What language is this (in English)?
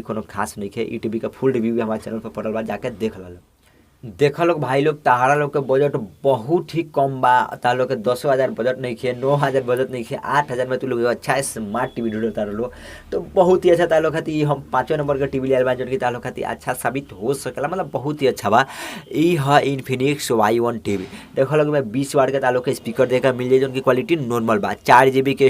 Bhojpuri